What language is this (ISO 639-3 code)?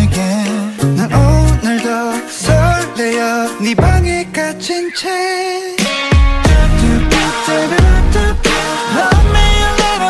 kor